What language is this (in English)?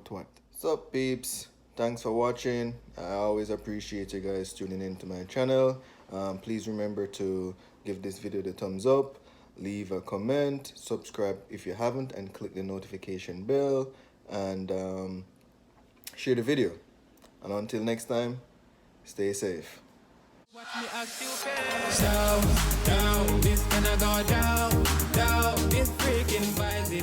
Jamaican Creole English